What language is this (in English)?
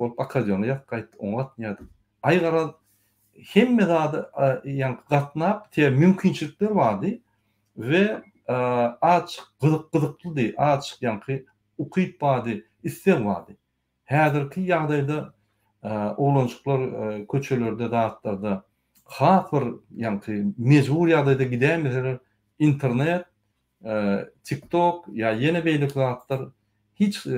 Turkmen